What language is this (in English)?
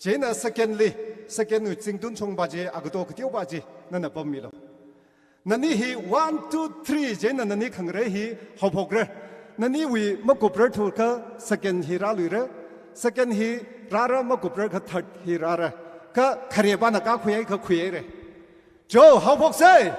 Tangkhul Naga (India)